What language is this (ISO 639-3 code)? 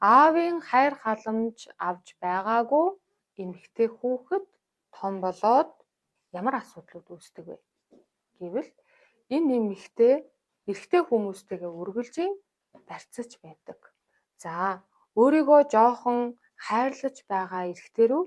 mon